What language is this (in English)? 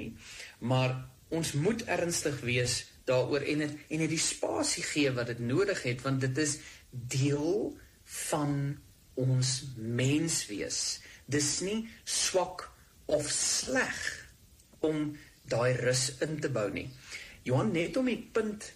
Afrikaans